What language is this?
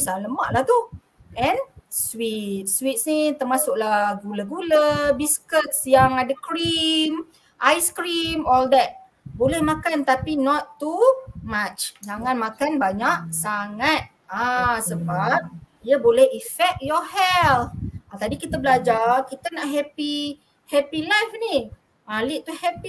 Malay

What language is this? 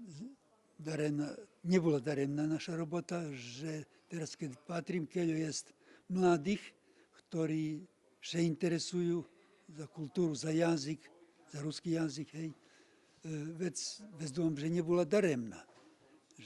Rusyn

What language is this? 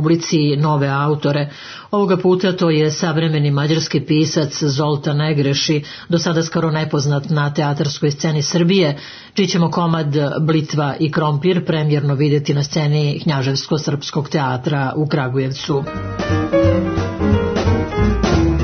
Serbian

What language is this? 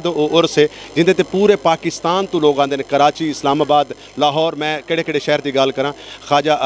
Saraiki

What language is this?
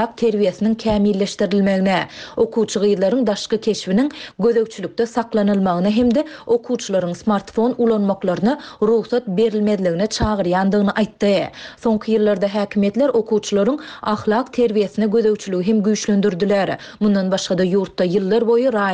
Turkmen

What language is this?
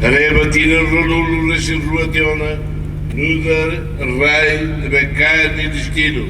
Tetum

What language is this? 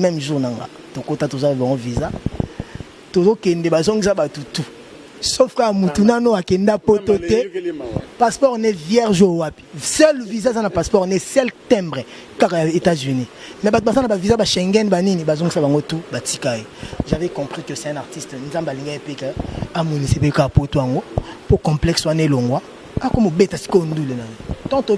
Lingala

